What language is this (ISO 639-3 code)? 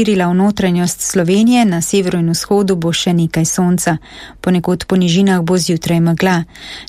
slv